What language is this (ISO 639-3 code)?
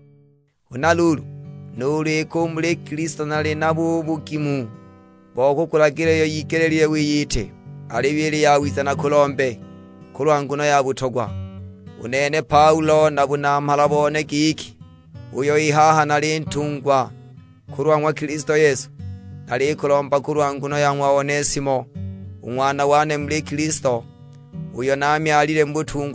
suk